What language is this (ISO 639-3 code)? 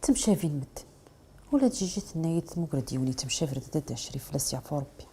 kab